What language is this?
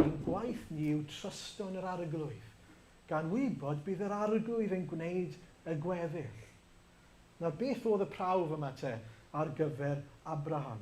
Welsh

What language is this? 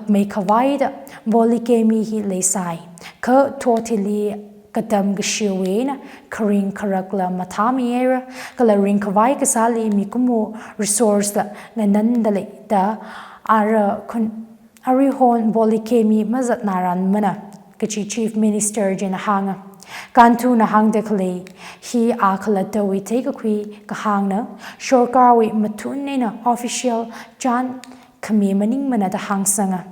Tangkhul Naga (India)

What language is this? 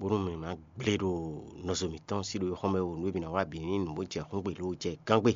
Fon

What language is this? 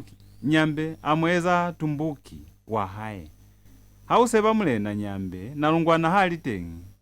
Lozi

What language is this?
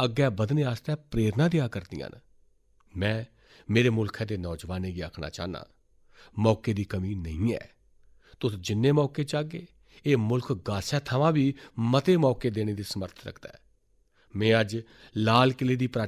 Dogri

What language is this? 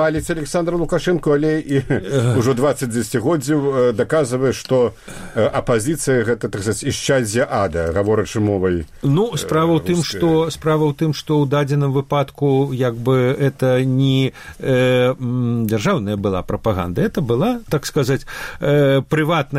Belarusian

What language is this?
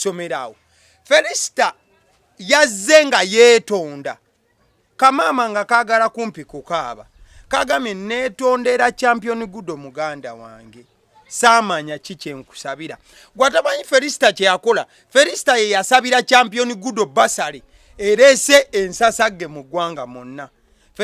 Ganda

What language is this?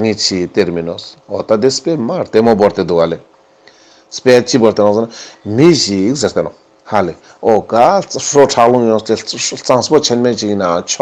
Ladakhi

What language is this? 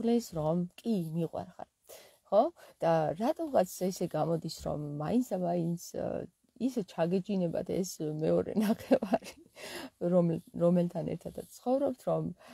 Georgian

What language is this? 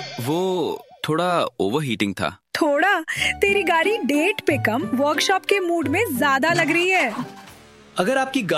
Hindi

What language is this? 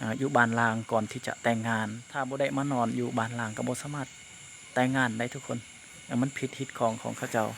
Lao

